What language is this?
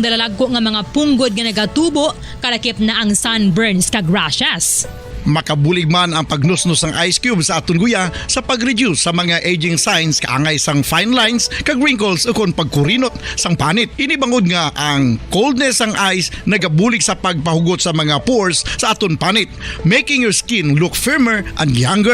Hiligaynon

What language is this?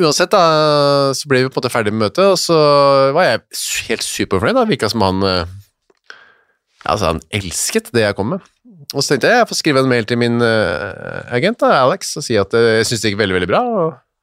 Norwegian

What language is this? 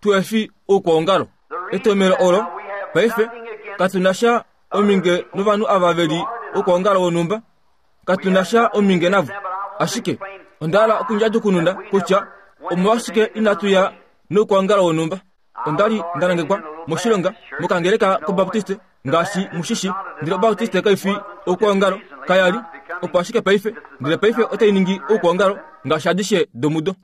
Kuanyama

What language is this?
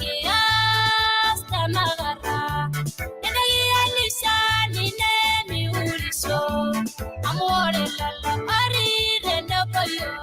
Masai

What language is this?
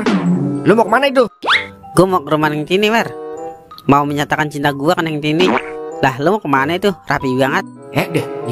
Betawi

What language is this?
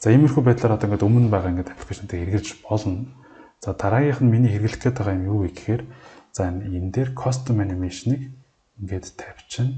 Mongolian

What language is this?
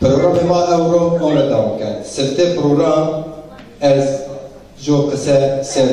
Zaza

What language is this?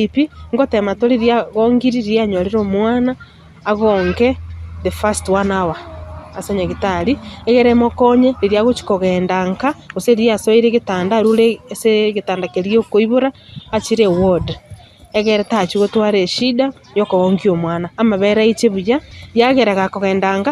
Gusii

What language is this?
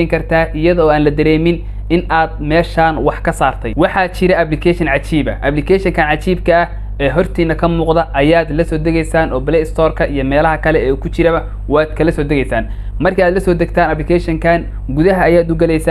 Somali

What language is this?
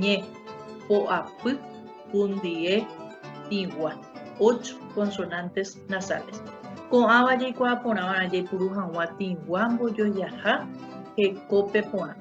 Guarani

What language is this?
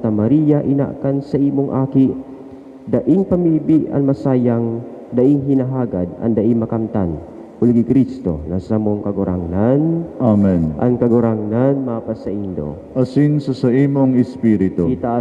Bikol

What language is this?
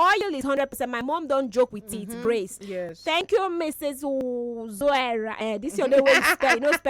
Nigerian Pidgin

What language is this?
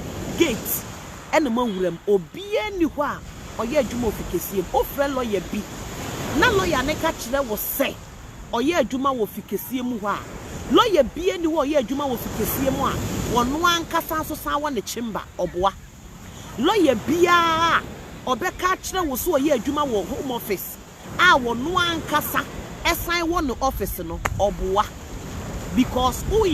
Akan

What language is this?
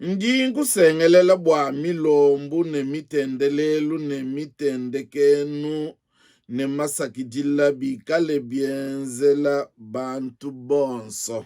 Luba-Lulua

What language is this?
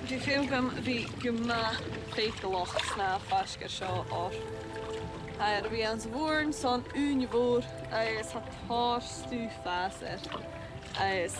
Scottish Gaelic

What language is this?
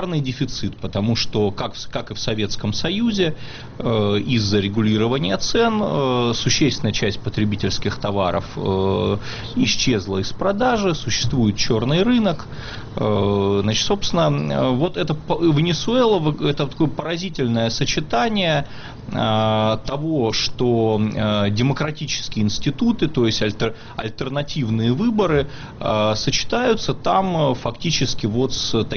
Russian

